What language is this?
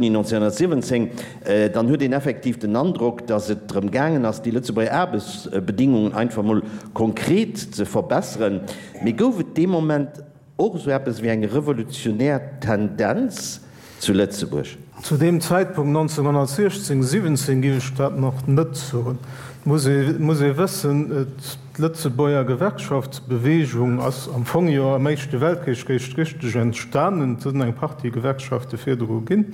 Luxembourgish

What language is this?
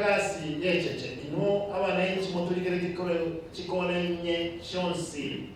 Gusii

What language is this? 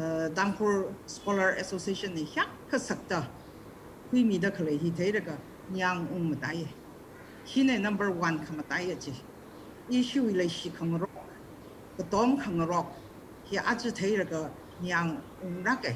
Tangkhul Naga (India)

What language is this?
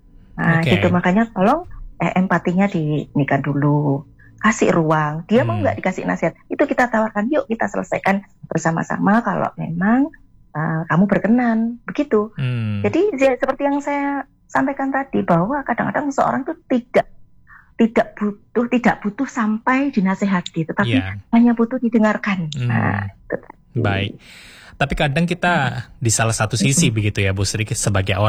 Indonesian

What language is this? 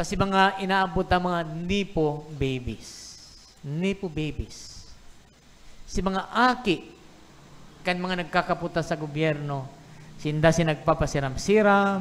Bikol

